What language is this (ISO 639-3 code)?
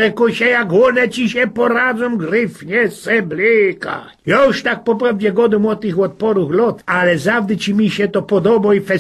szl